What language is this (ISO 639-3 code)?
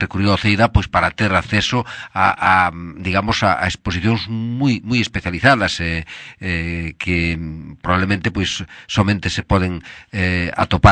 glg